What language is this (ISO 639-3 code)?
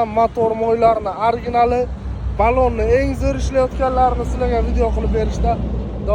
uzb